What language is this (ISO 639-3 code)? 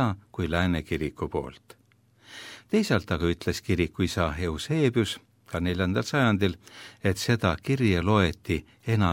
est